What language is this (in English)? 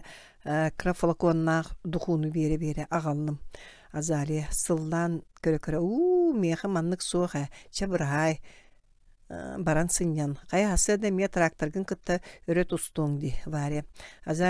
Yakut